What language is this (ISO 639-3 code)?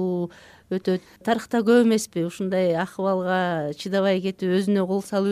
kir